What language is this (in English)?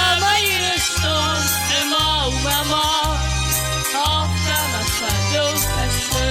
Ossetic